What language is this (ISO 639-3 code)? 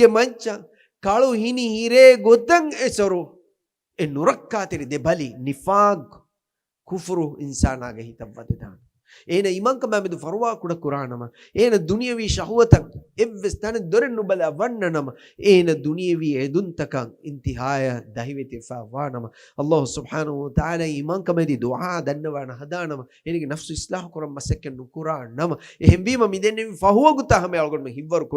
div